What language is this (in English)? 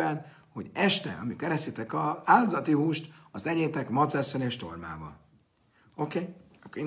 Hungarian